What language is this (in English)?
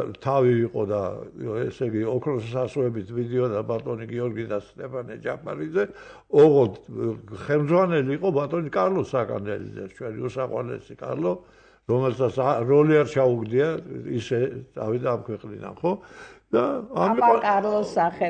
Georgian